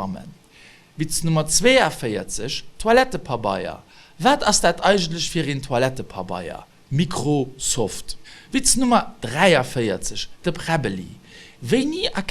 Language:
Luxembourgish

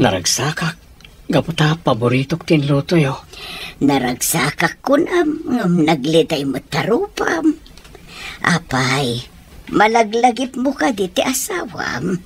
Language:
Iloko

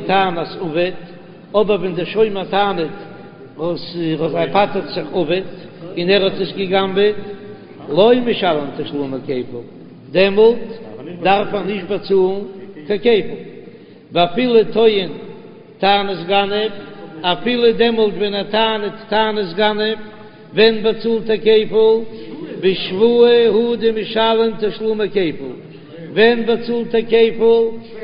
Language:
Yiddish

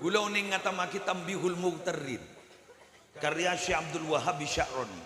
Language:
Madurese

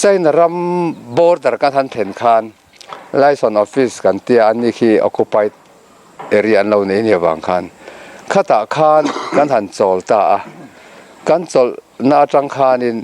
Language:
Mizo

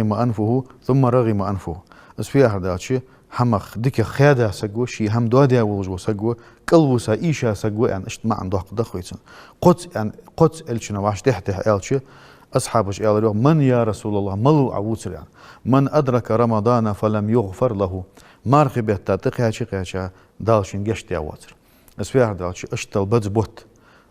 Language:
Ingush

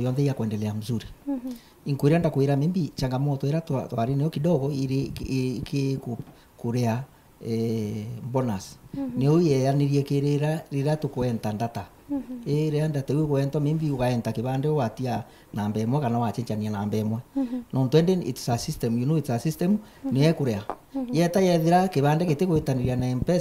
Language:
Meru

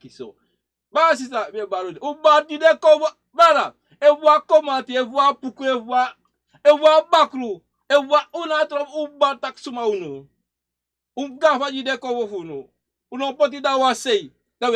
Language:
Sranan Tongo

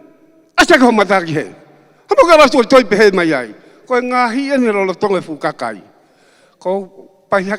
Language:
Tongan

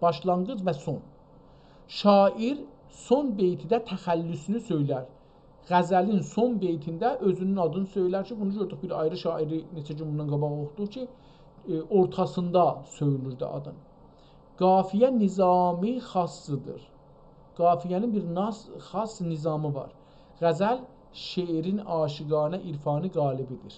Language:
South Azerbaijani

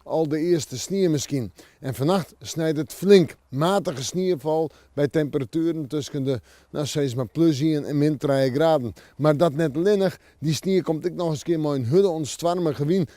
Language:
Western Frisian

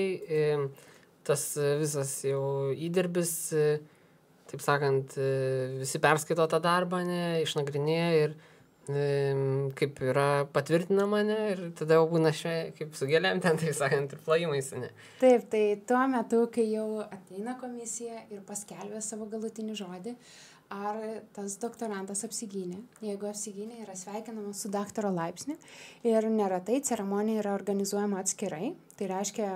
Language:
Lithuanian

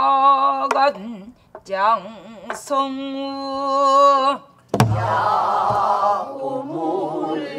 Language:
Korean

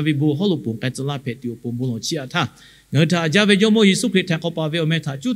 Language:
Lahu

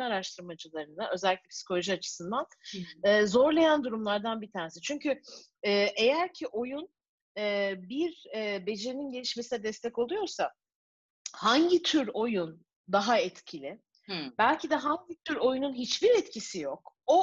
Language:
Turkish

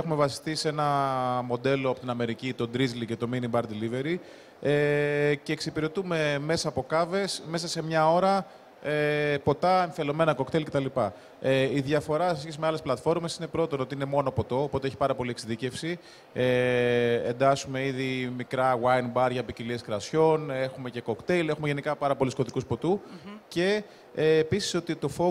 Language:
Greek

